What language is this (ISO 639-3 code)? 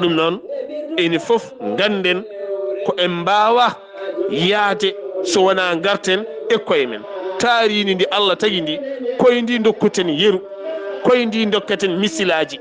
ful